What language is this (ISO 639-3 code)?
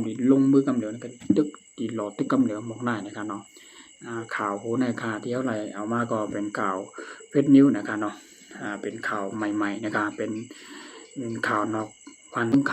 shn